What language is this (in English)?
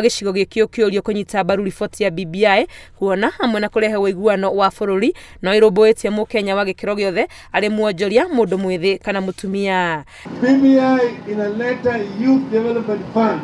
Kikuyu